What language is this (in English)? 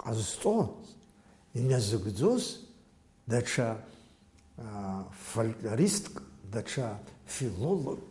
Abkhazian